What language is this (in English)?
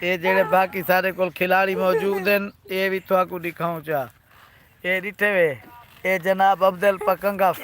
Saraiki